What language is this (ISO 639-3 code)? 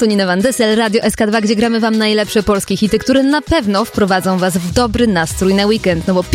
pol